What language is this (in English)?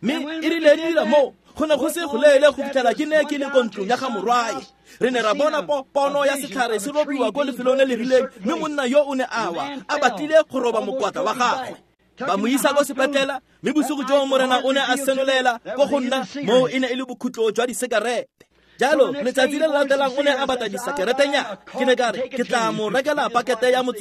Tswana